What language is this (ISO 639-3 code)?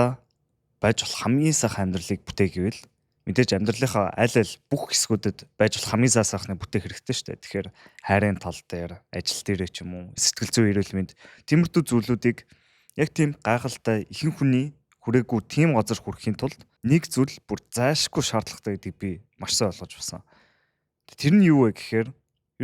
mon